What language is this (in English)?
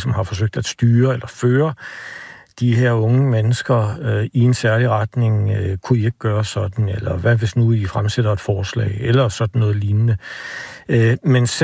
Danish